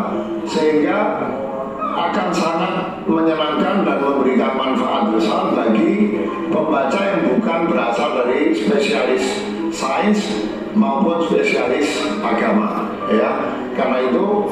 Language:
Indonesian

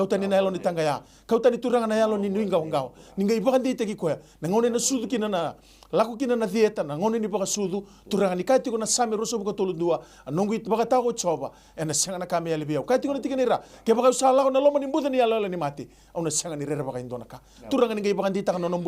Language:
Fijian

